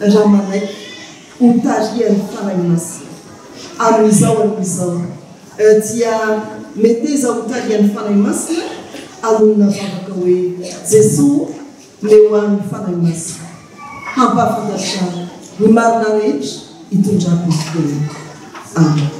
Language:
Malagasy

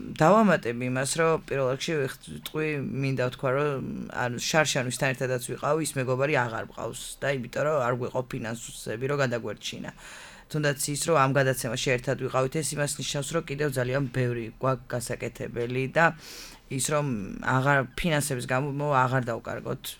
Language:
Georgian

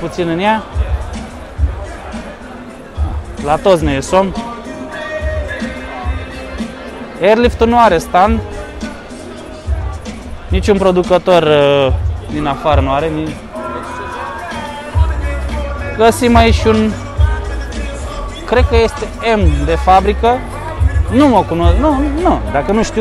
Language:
Romanian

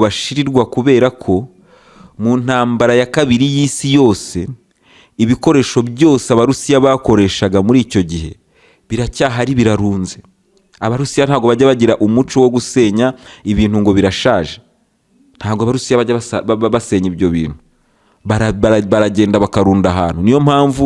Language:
Kinyarwanda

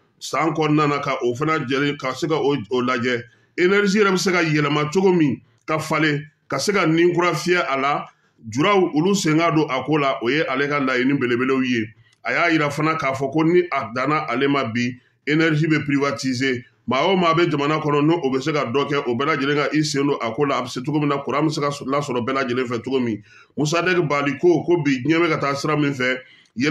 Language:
Bambara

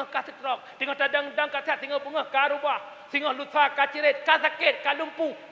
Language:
Achinese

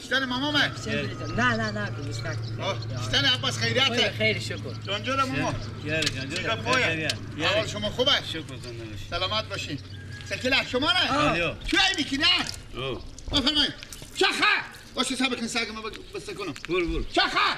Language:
Persian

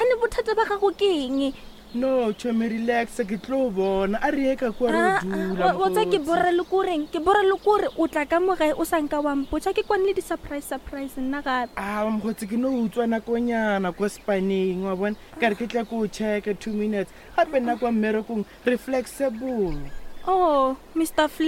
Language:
Northern Sotho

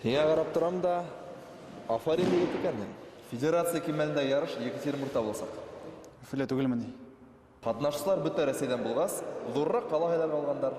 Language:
Bashkir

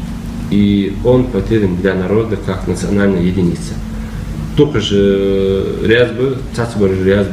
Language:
Ingush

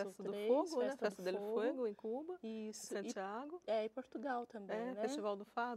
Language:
Portuguese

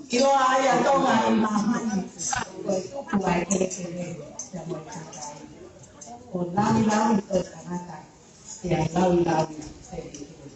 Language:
Tongan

